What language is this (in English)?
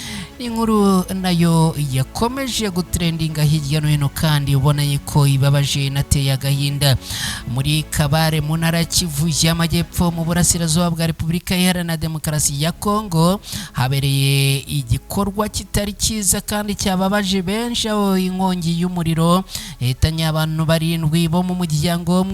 Kinyarwanda